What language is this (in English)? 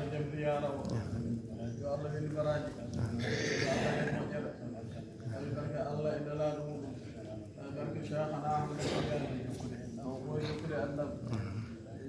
Fula